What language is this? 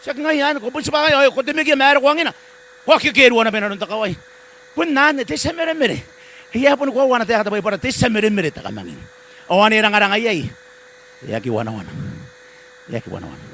Gilbertese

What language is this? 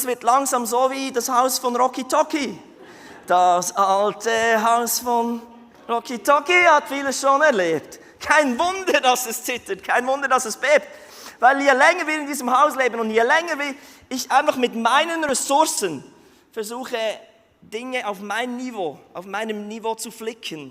Swiss German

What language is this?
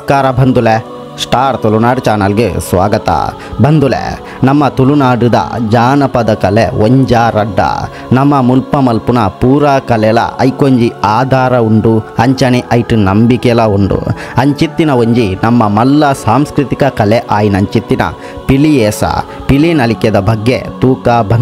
Tulu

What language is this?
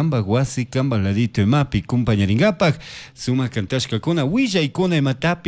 Chimborazo Highland Quichua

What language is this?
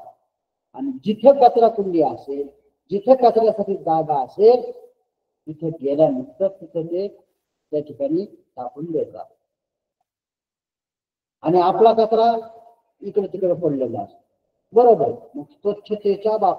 Marathi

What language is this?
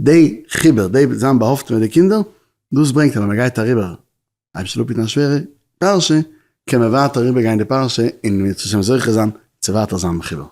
Yiddish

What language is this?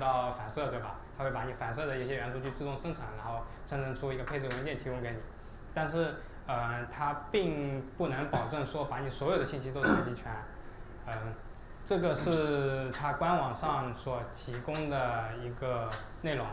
Chinese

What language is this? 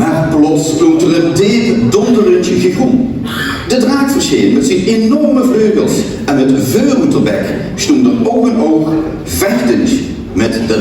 Limburgish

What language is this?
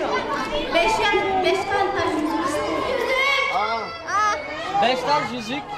Turkish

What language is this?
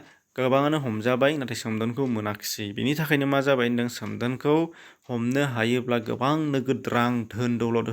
Bodo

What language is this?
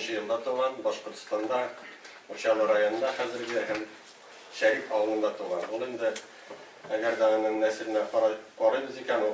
Tatar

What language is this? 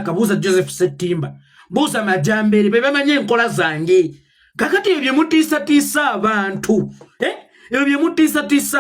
Ganda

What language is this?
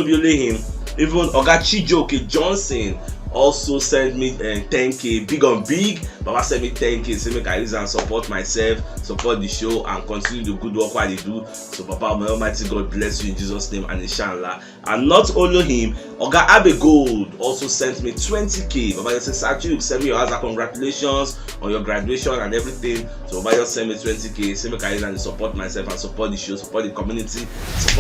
Nigerian Pidgin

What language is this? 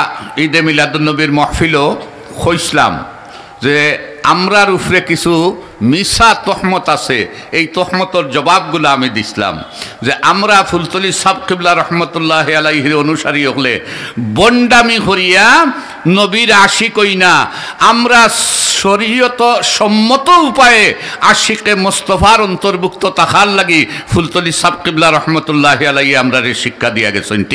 Sylheti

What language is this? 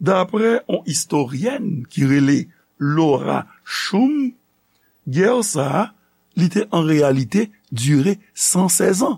Haitian Creole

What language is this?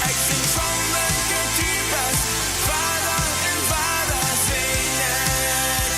Plautdietsch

